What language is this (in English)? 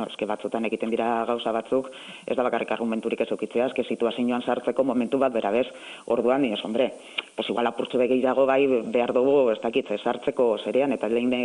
Basque